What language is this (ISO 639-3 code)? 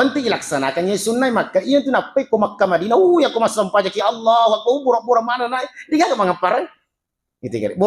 bug